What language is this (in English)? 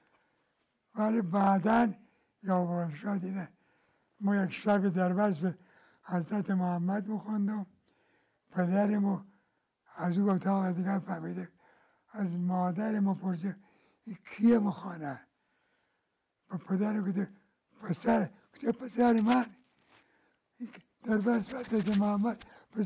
Persian